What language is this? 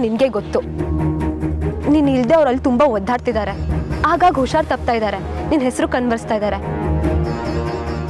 Kannada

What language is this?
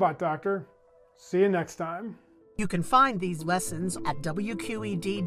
English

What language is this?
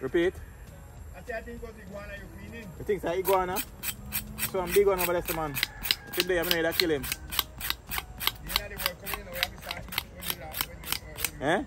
Jamaican Creole English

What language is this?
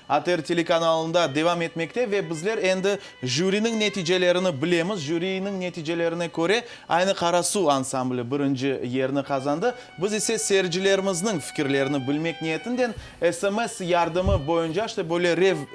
Crimean Tatar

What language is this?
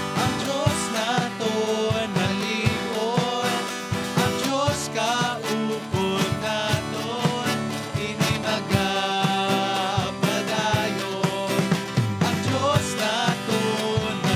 Hiligaynon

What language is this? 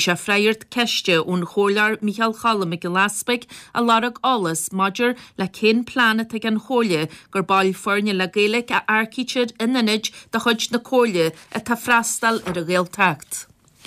Irish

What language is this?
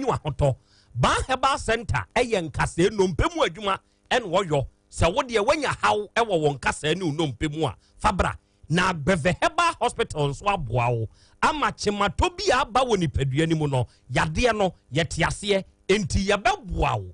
Akan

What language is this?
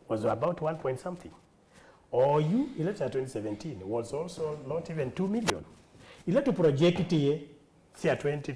Kamba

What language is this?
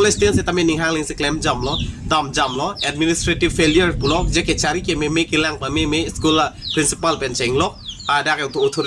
Karbi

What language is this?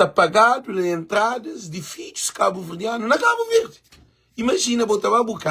Kabuverdianu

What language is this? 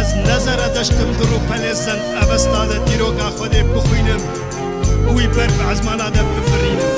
Kurdish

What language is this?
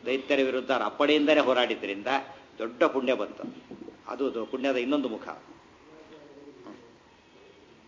Kannada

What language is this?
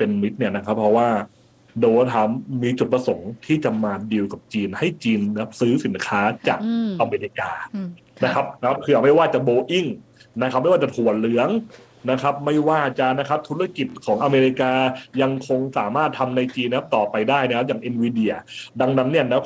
Thai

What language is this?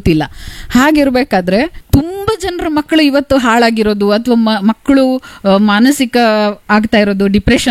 Kannada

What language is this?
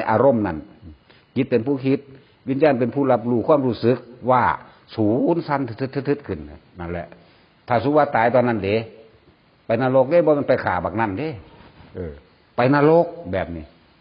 Northeastern Thai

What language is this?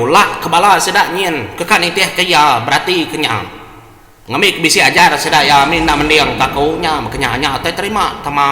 Iban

